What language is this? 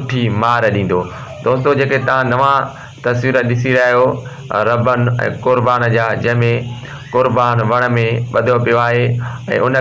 Sindhi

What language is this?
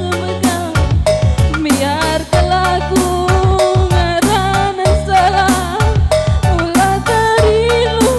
Batak Karo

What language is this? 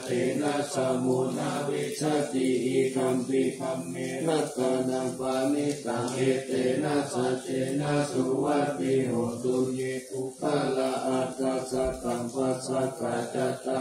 Pali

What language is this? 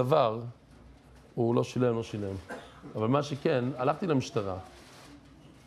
Hebrew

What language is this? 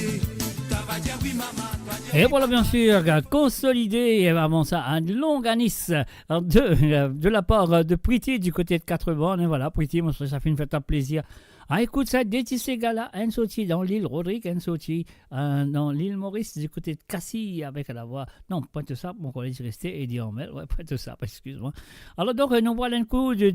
Morisyen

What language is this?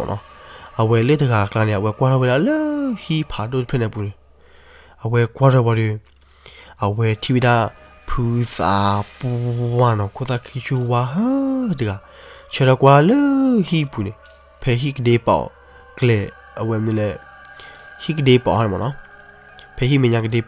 S'gaw Karen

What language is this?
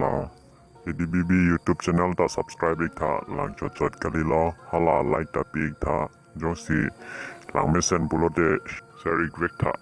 Karbi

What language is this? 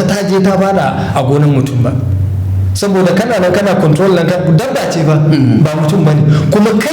Hausa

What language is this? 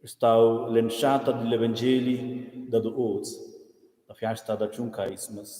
Romansh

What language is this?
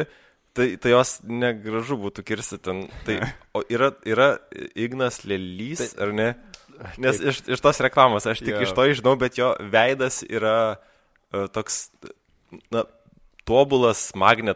Lithuanian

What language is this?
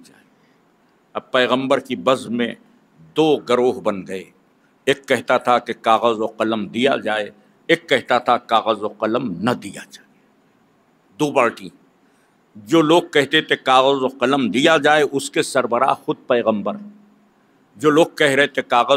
Urdu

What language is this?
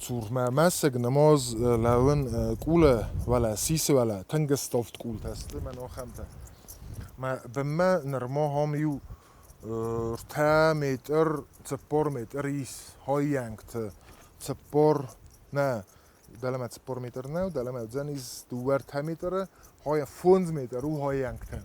Ossetic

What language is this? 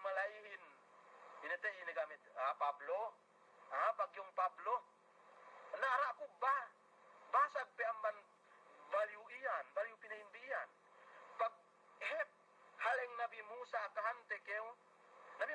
Yakan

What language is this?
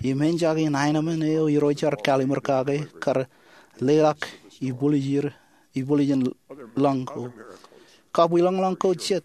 Marshallese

